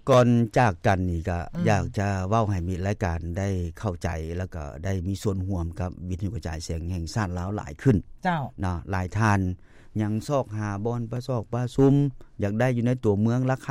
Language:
Lao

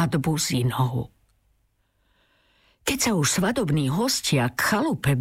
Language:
Slovak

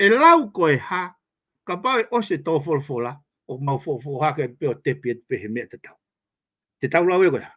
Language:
Tongan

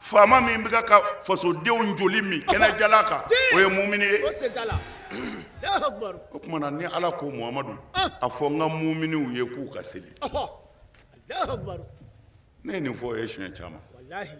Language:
Bambara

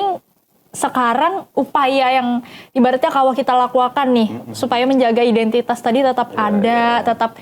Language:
Banjar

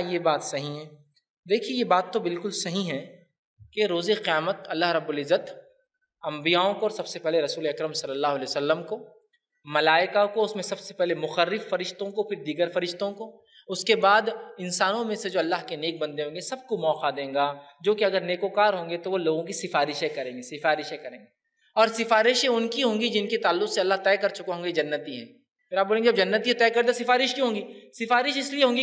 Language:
Urdu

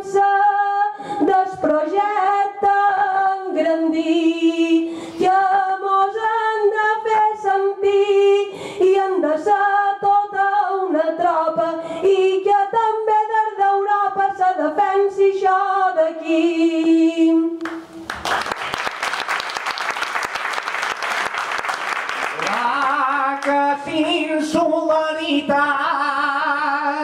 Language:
Catalan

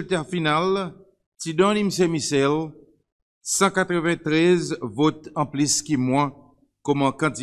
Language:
Seselwa Creole French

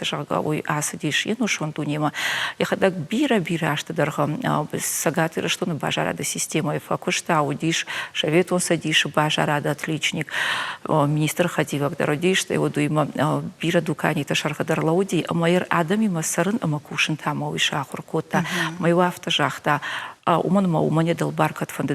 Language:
Ossetic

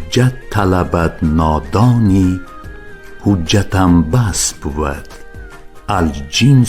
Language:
Tajik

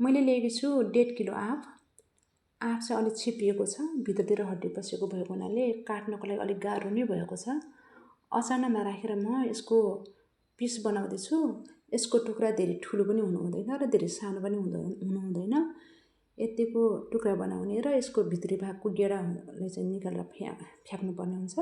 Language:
Nepali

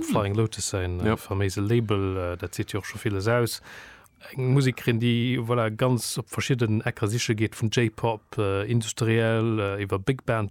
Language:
Luxembourgish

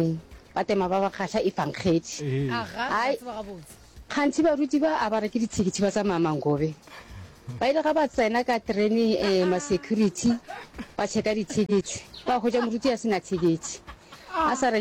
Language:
Northern Sotho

